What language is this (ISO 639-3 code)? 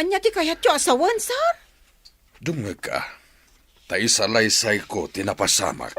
ilo